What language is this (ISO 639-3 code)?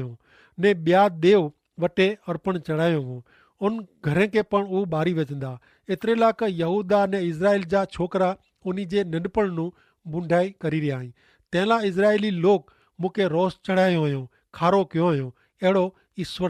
kfr